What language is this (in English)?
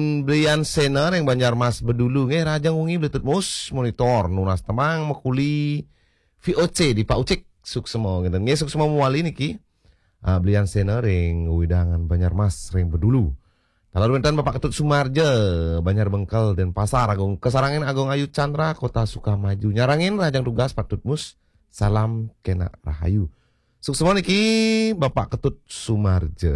Balinese